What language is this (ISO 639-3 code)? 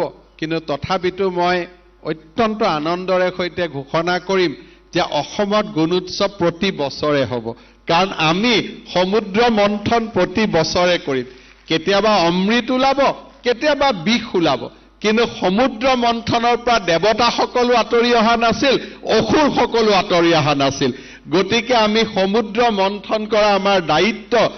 asm